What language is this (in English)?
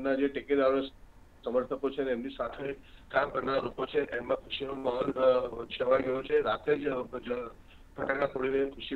Gujarati